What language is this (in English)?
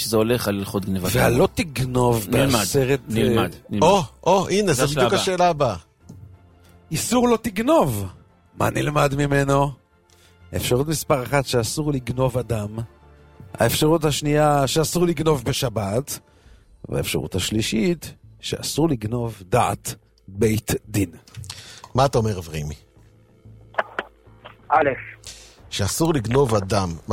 Hebrew